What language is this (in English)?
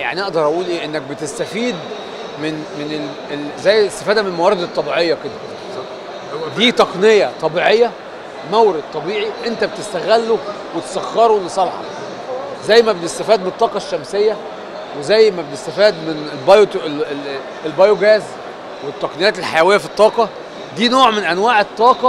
Egyptian Arabic